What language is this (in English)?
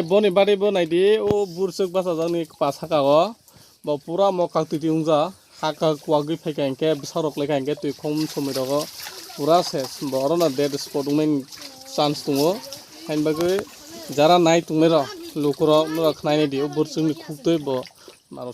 Kok Borok